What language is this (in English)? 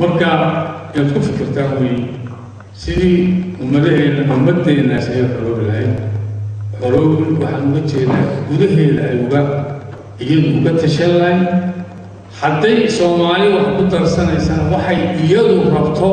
Somali